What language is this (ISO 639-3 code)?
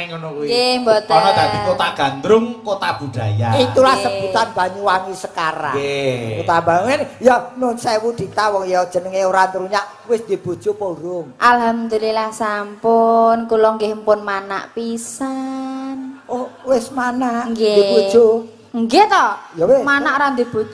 jav